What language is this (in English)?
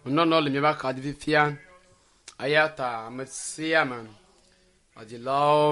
Ewe